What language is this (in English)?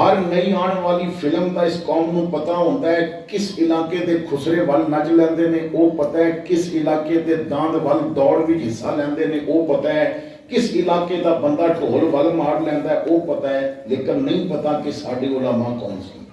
Western Panjabi